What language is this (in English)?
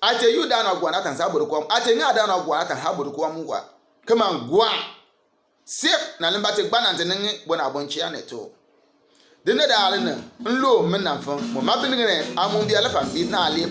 Bimoba